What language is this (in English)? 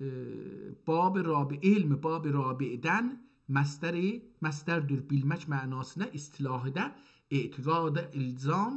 South Azerbaijani